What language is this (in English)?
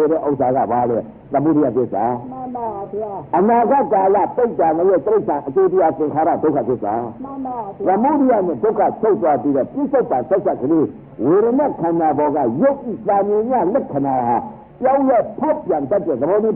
Burmese